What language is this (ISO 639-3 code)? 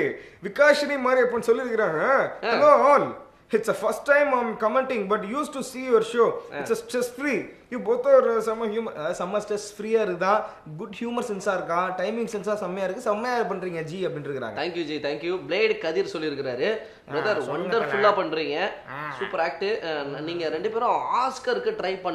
tam